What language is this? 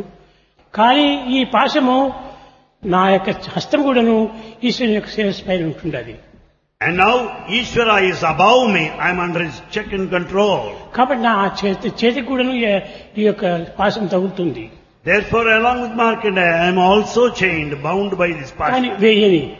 Telugu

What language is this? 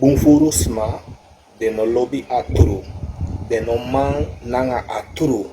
Sranan Tongo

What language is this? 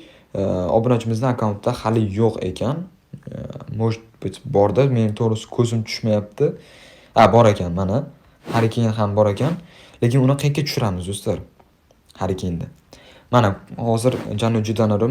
Uzbek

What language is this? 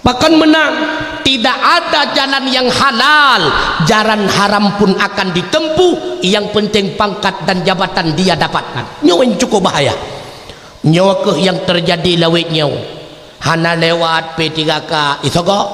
Achinese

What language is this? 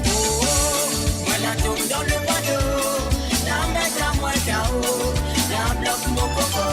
Morisyen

